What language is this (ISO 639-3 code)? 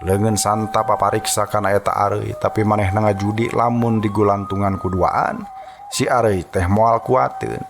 sun